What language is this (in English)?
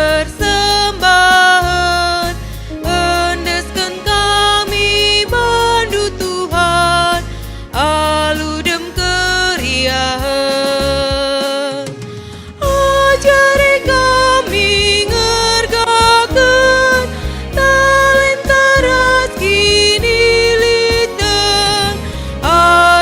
Batak Karo